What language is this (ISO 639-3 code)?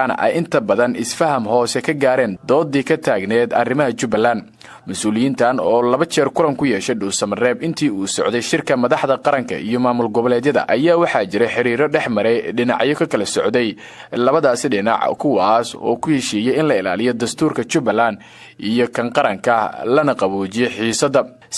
som